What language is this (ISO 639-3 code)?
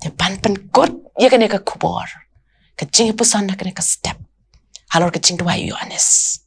kha